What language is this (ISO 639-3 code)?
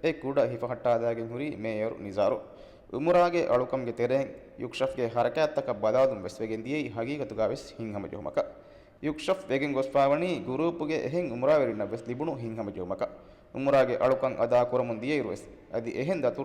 div